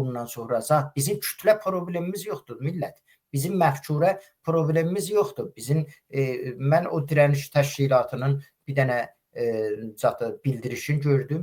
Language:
Azerbaijani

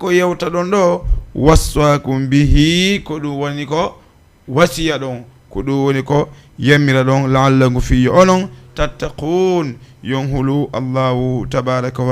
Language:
Fula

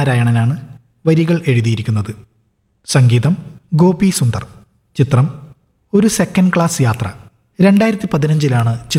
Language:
Malayalam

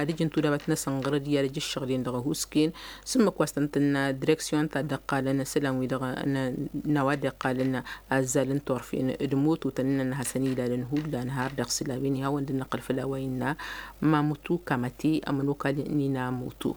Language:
Tamasheq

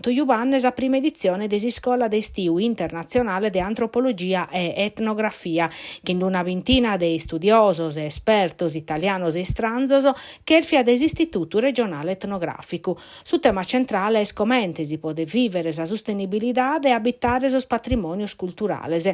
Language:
Sardinian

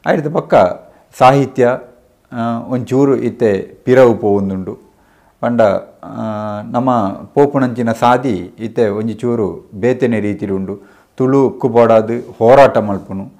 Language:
Tulu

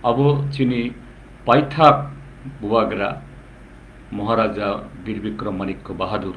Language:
Kok Borok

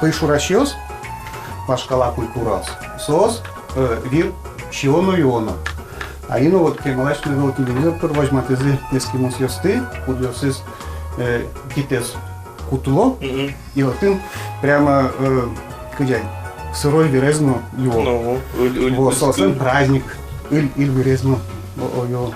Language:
Udmurt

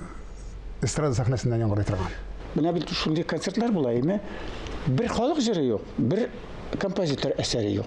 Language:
Tatar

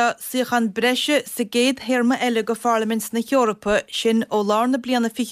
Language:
Irish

